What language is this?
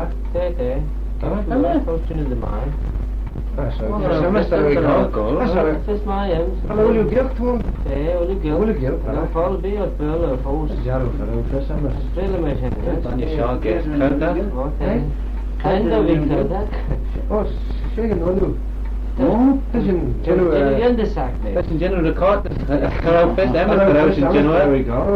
Manx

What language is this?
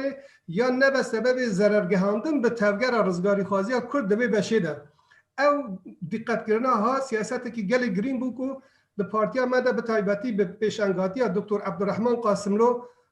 Kurdish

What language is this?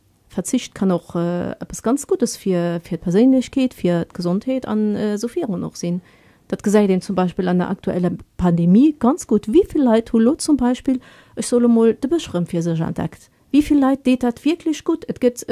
Luxembourgish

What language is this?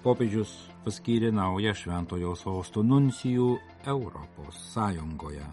Lithuanian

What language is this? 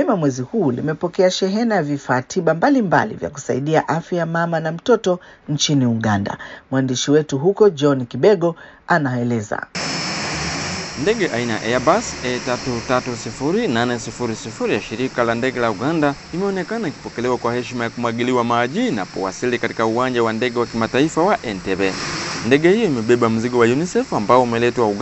Swahili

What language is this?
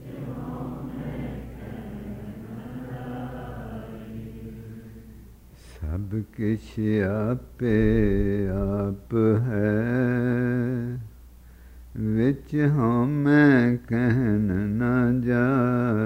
Punjabi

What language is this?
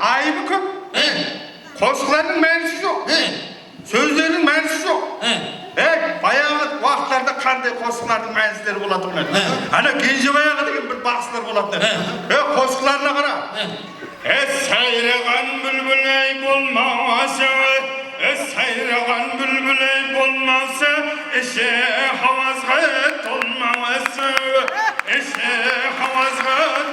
Kara-Kalpak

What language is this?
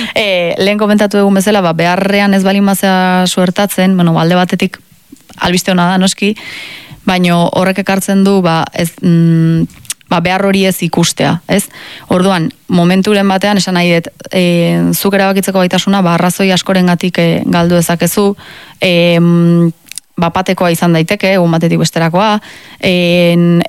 Basque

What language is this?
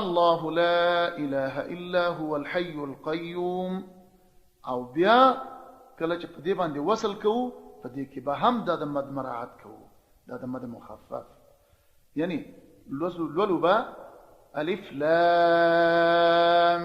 Pashto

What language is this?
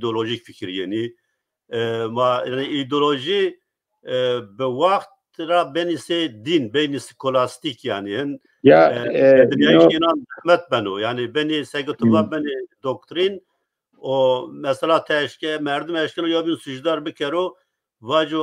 Zaza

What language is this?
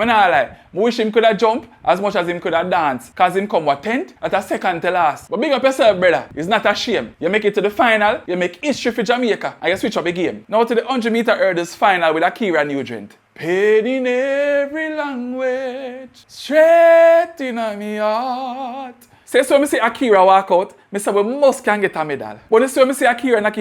Jamaican Creole English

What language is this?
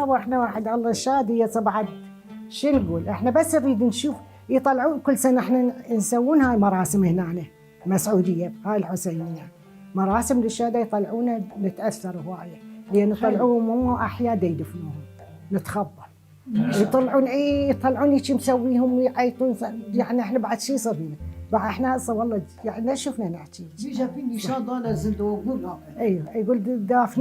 Mesopotamian Arabic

